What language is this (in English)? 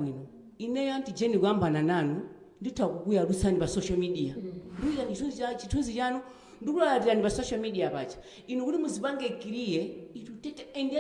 Nyanja